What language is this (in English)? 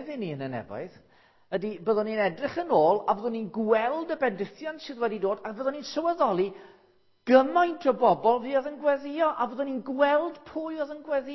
Welsh